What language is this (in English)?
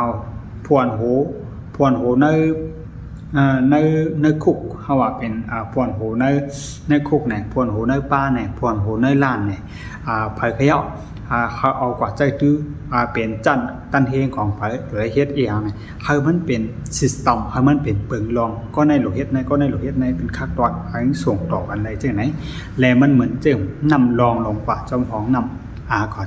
Shan